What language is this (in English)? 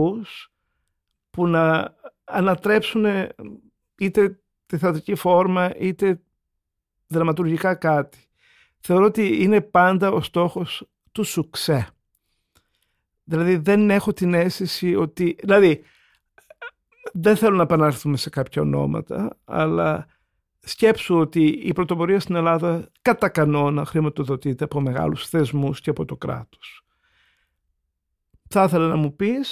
Greek